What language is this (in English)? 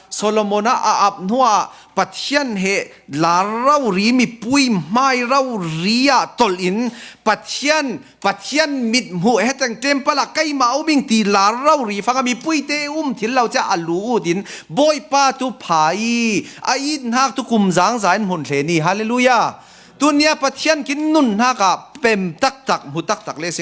Falam Chin